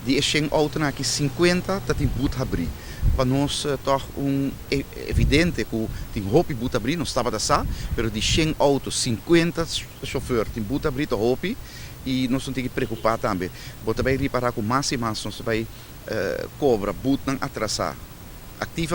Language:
Papiamento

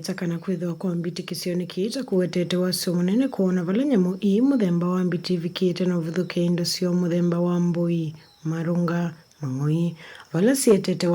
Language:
Kamba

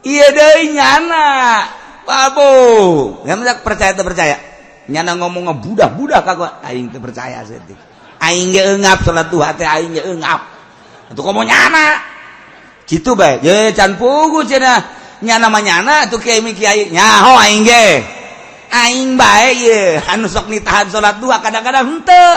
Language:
Sundanese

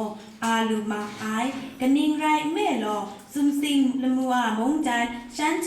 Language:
Kachin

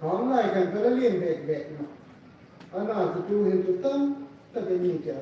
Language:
Hmar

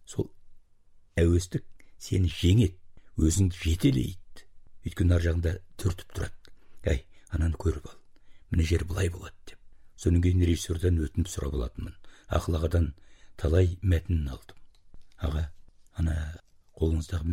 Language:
Kazakh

